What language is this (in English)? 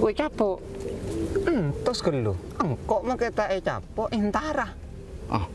Madurese